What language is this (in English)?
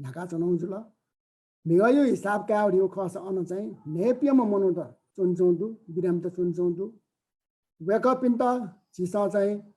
Newari